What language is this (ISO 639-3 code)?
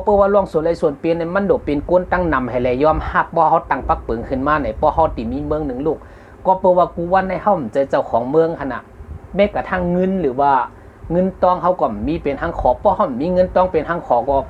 shn